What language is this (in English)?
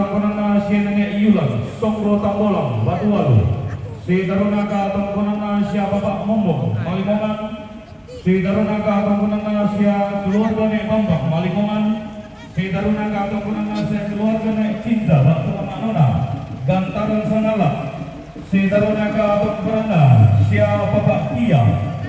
Toraja-Sa'dan